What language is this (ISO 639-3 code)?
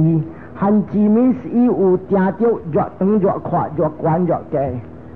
nan